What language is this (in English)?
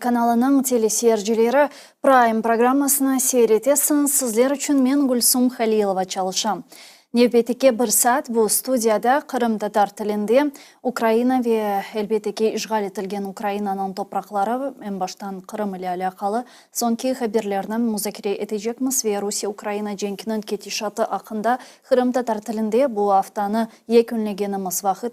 Crimean Tatar